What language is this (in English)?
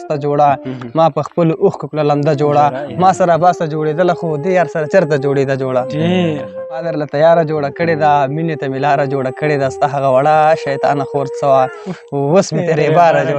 Pashto